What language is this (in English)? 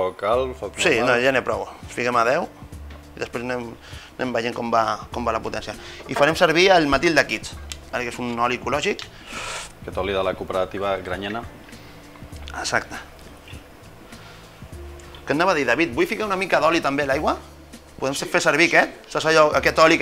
Catalan